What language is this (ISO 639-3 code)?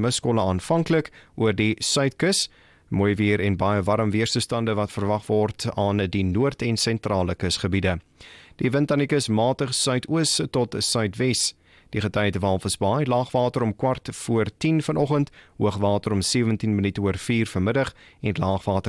afr